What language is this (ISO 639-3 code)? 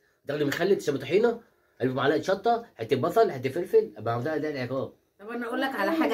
arz